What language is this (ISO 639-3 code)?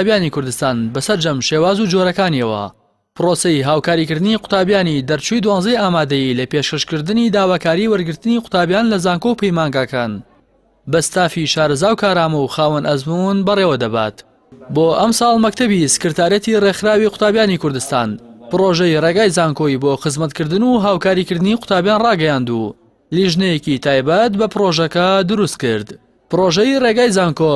ckb